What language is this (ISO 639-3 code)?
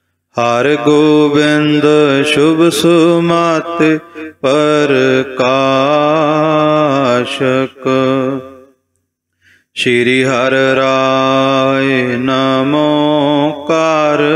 pan